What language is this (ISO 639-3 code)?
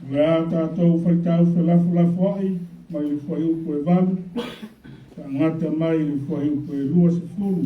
smo